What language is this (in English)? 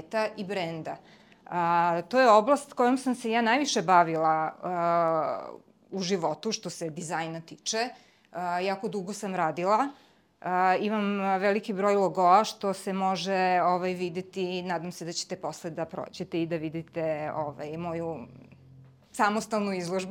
Serbian